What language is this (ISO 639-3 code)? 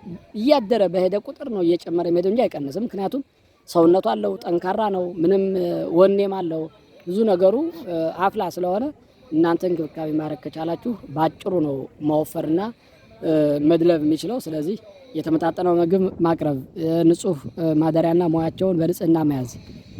amh